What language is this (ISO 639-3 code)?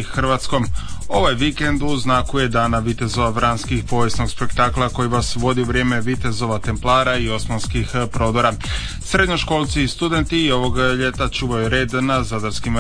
hrv